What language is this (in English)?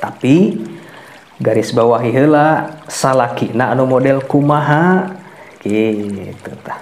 Sundanese